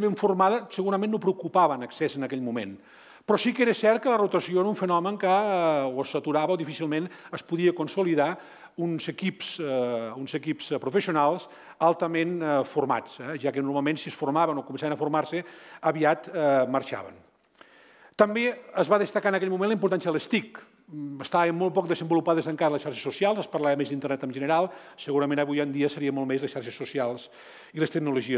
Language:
Catalan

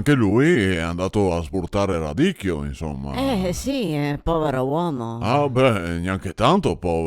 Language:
Venetian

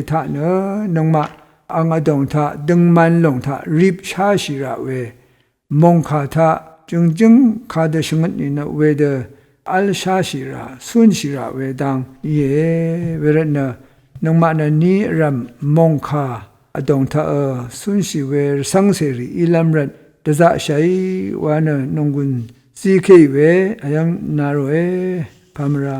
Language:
Rawang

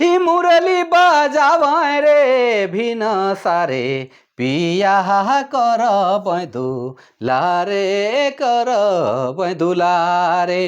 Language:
Sadri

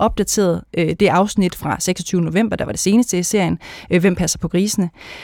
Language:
Danish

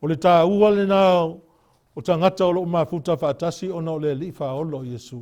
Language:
Samoan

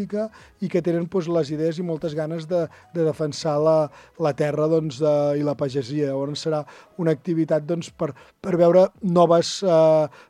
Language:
Catalan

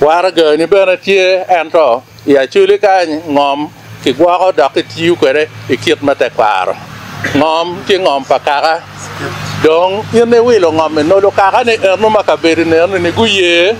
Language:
Acoli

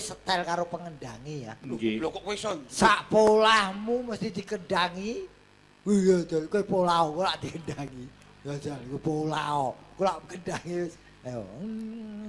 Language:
Javanese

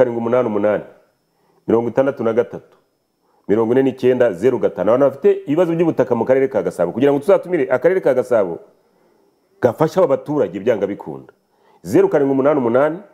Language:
Kinyarwanda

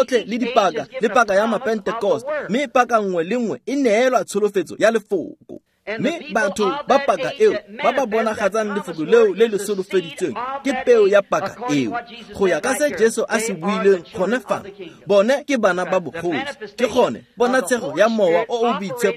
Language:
Tswana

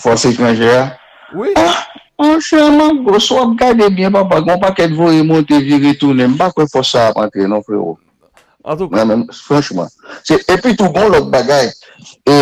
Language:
Haitian Creole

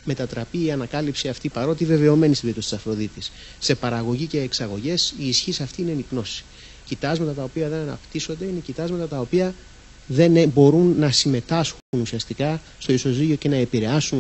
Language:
Greek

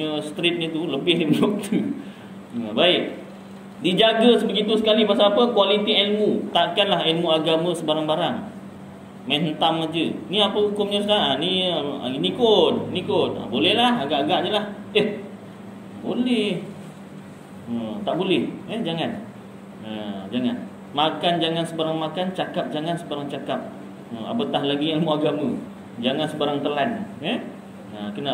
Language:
Malay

